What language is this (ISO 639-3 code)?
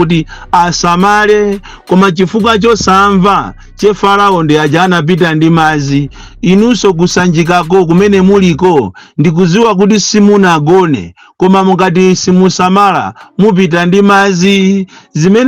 nya